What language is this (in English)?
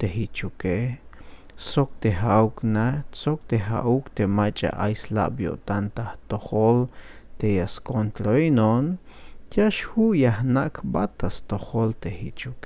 Tzeltal